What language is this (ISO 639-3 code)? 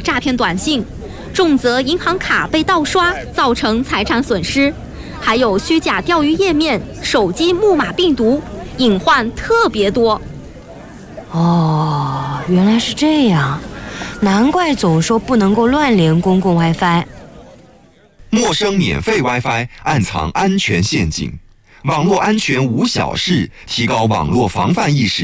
zho